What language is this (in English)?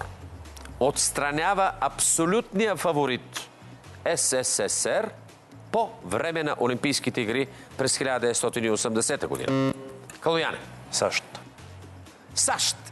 Bulgarian